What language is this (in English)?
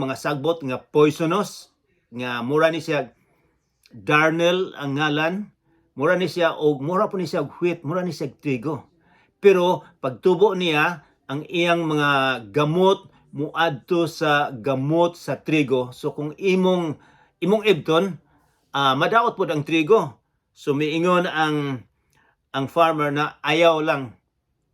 Cebuano